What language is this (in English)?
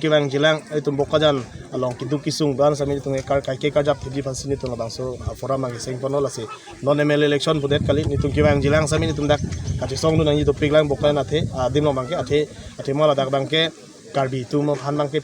Karbi